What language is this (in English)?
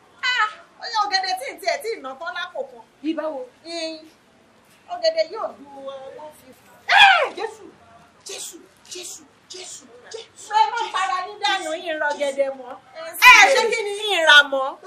Yoruba